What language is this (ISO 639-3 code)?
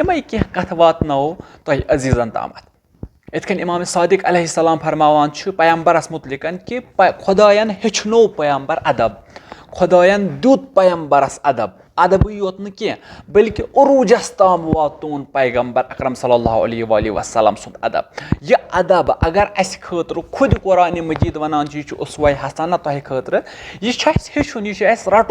kas